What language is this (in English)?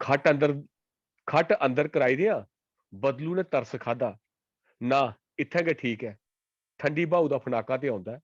Dogri